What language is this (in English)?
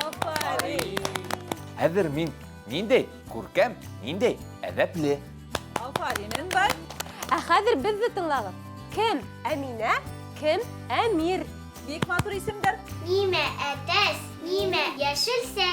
Bashkir